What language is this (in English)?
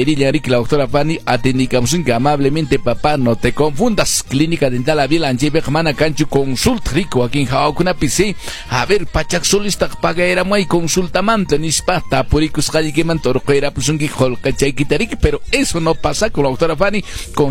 Quechua